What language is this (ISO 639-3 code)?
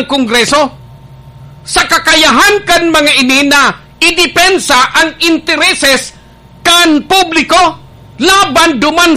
bik